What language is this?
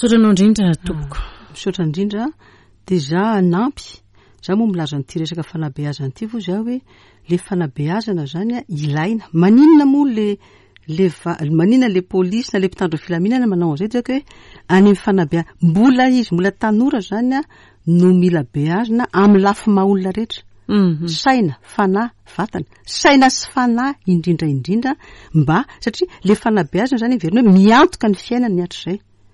Malagasy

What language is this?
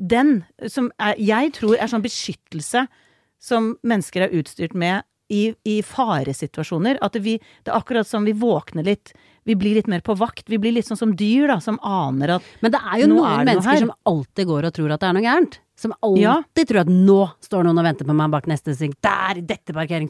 Norwegian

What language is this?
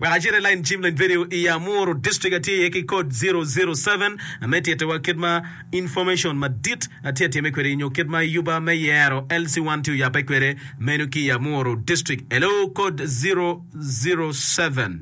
Acoli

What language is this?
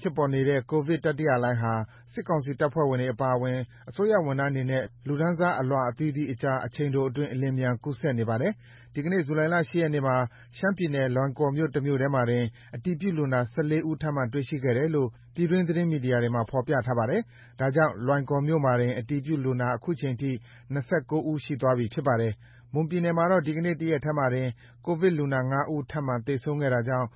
Burmese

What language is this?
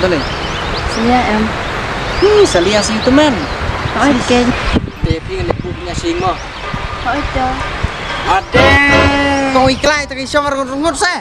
Khasi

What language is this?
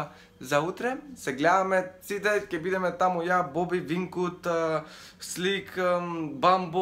Macedonian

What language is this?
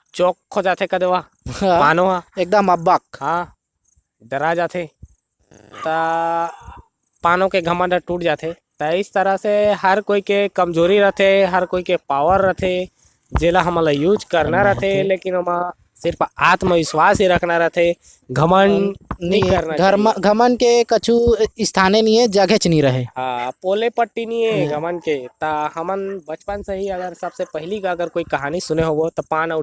Chhattisgarhi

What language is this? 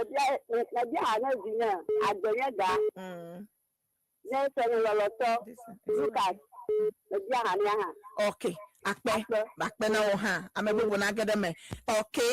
Ewe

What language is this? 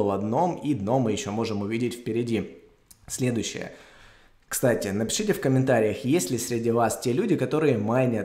Russian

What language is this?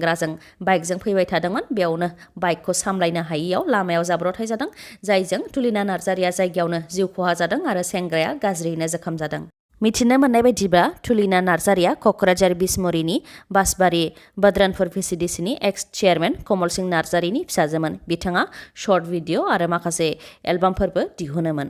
Bodo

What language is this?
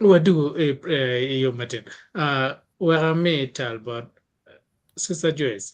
Acoli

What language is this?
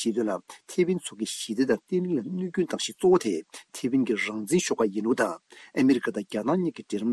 Tibetan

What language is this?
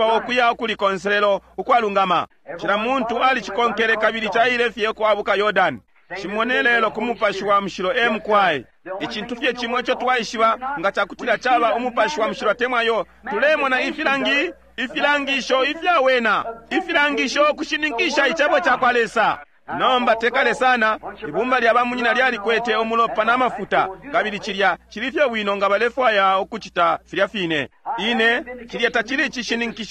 Bemba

